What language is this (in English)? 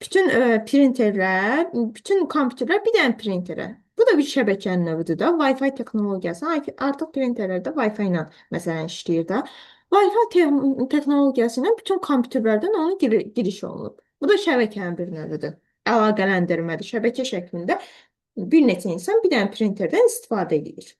Azerbaijani